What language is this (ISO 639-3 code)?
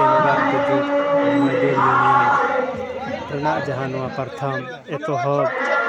sat